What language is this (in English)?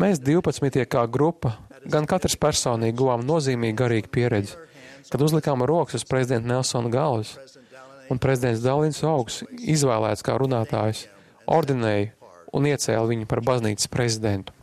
Latvian